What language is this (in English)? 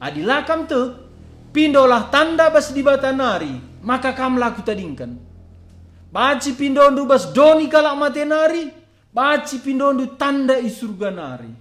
Batak Karo